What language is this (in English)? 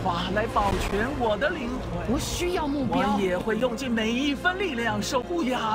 Chinese